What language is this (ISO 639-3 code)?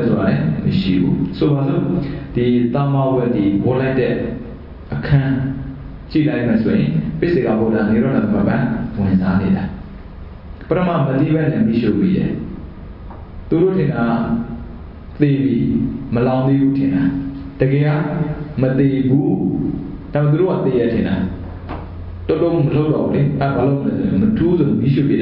mya